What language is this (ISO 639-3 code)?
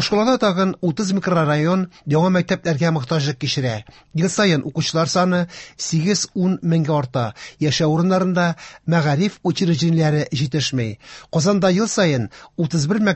tat